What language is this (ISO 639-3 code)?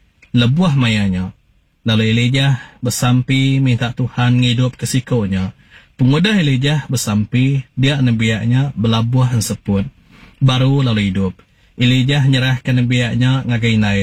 iba